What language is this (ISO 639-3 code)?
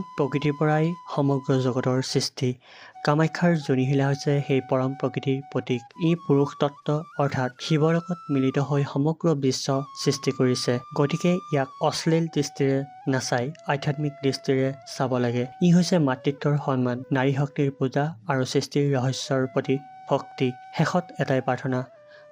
asm